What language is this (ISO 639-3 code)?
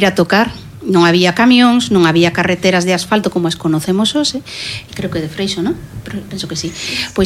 glg